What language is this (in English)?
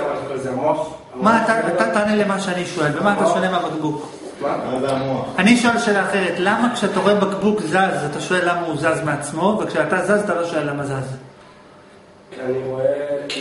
Hebrew